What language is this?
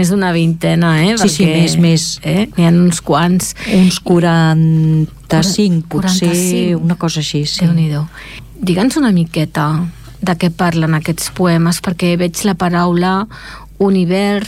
Catalan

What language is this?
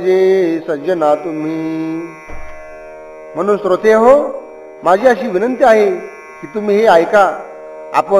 Marathi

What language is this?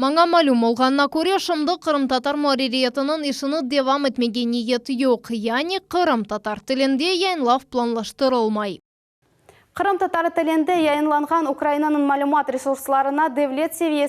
Crimean Tatar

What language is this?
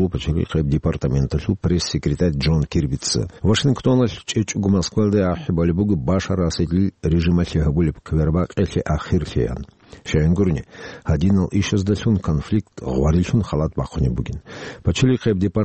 Avaric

